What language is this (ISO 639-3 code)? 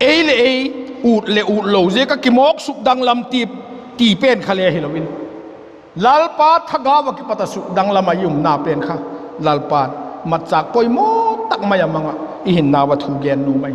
vap